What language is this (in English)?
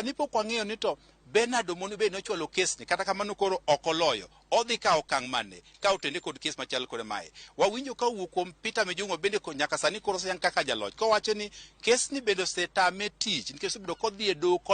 Luo (Kenya and Tanzania)